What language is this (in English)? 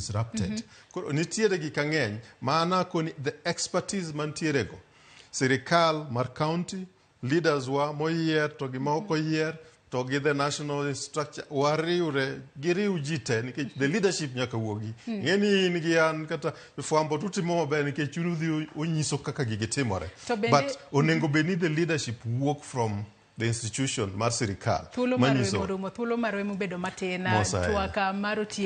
Luo (Kenya and Tanzania)